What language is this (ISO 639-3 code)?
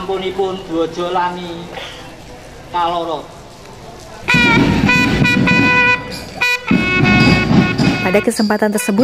ind